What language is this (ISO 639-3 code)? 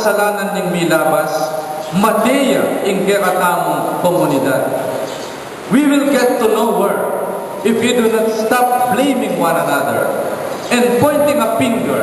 pam